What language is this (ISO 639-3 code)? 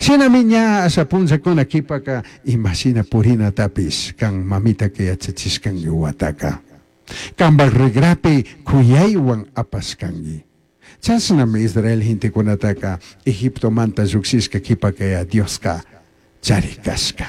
qug